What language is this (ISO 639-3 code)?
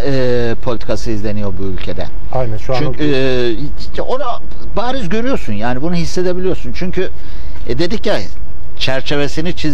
tur